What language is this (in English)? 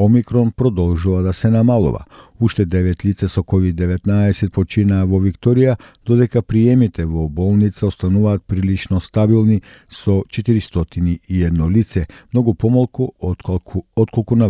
Macedonian